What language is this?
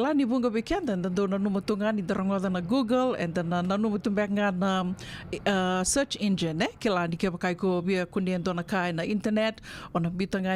Fijian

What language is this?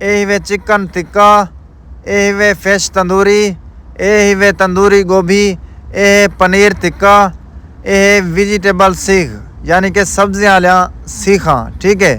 Saraiki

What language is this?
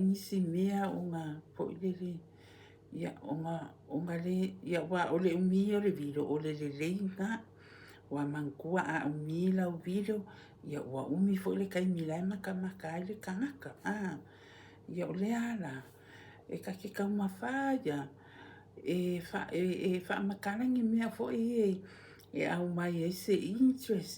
Samoan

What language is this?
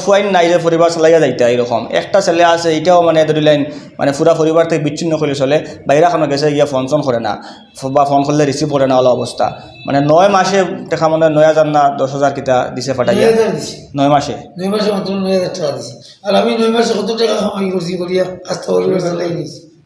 Sylheti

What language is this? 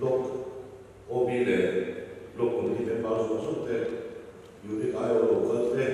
Mizo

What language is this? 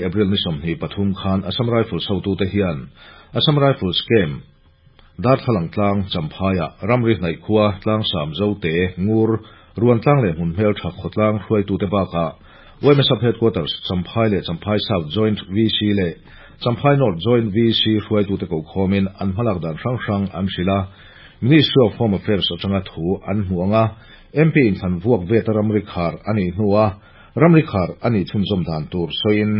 Mizo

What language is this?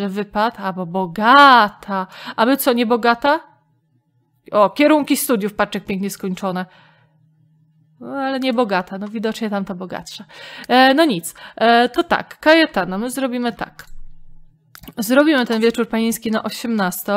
Polish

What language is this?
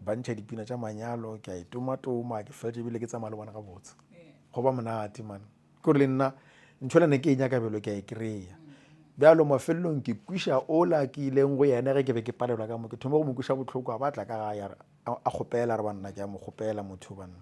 Northern Sotho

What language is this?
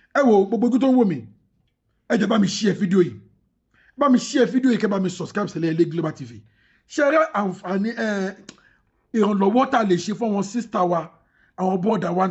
Yoruba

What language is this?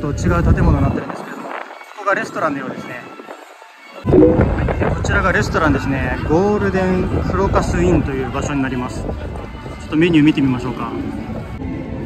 Japanese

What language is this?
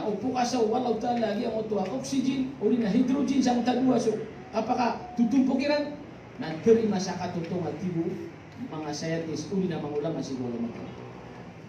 Maranao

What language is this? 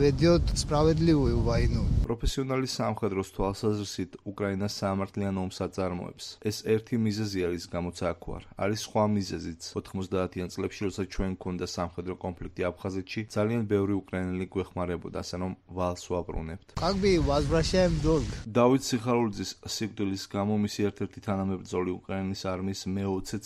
Georgian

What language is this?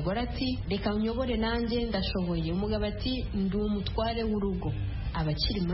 Kinyarwanda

